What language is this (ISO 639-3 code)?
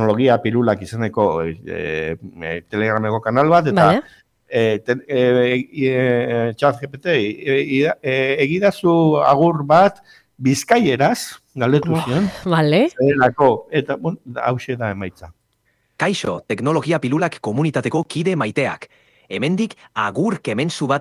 eus